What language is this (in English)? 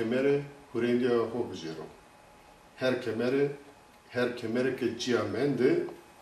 Zaza